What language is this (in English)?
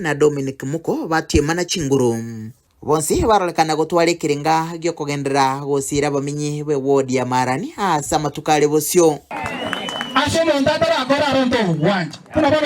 Gusii